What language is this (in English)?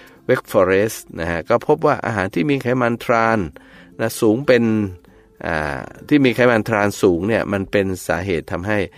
Thai